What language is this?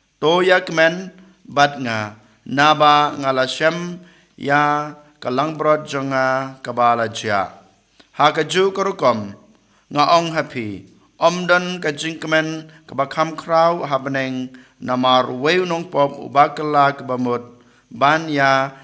Khasi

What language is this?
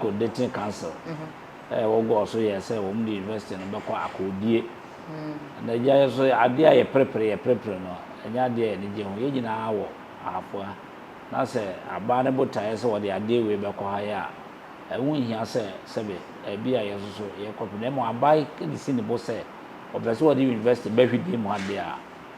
Akan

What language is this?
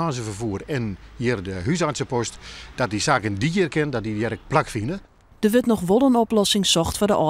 Western Frisian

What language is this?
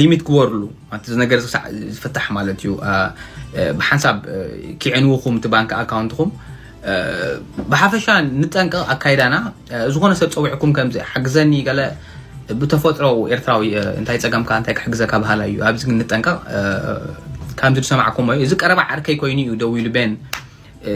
Tigrinya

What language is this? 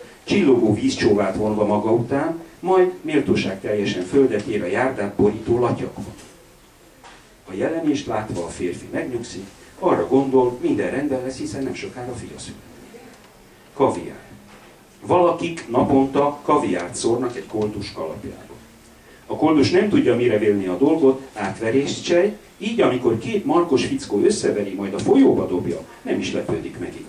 Hungarian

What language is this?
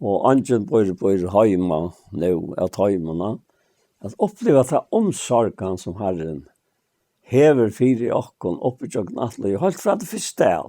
Faroese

